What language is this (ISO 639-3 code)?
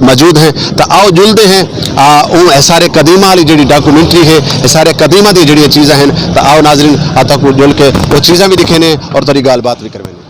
skr